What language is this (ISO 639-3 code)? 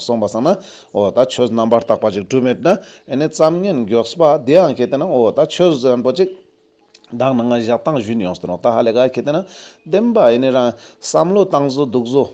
lbj